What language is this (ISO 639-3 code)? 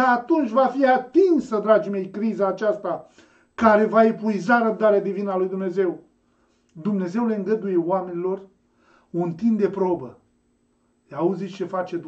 ron